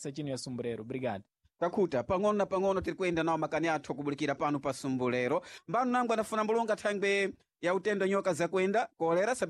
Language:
Sena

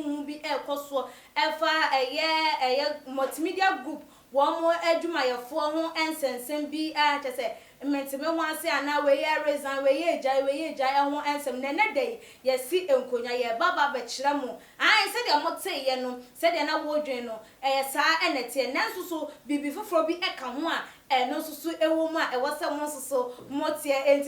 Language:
Akan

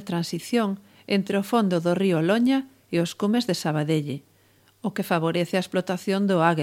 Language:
Galician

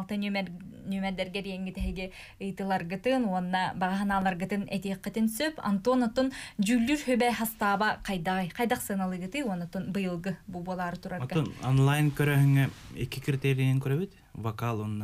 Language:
Yakut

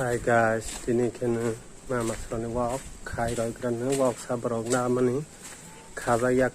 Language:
Kok Borok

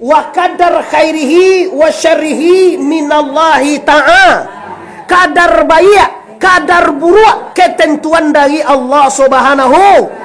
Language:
Minangkabau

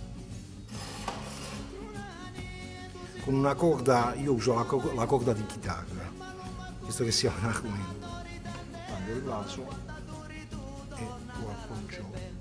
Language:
Italian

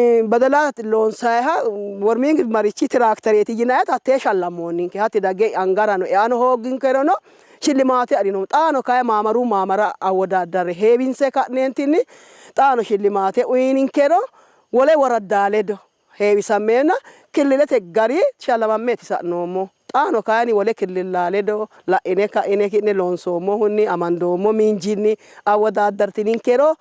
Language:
Sidamo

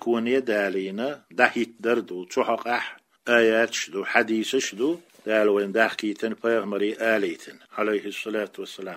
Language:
Chechen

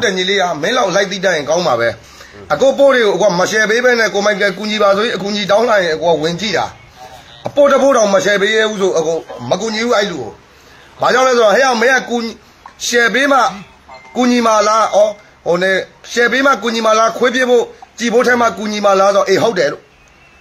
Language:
Burmese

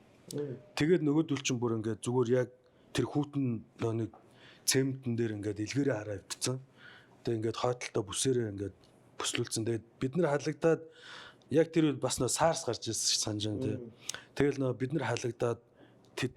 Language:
Mongolian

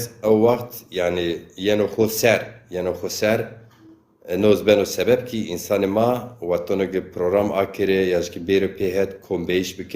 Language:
Zaza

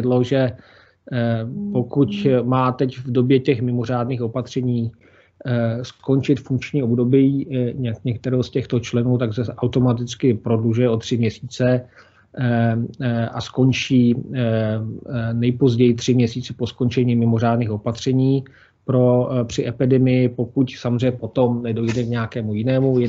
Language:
Czech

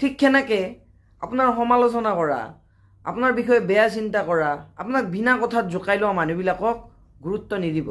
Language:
Assamese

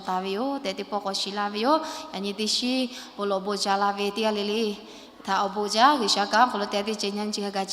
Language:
Lahu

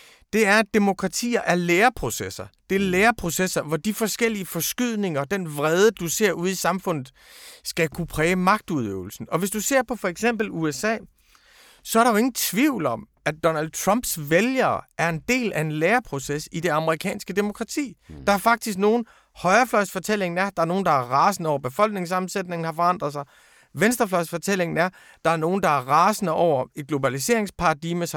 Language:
Danish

